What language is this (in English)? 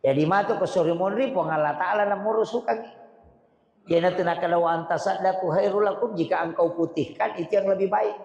Buginese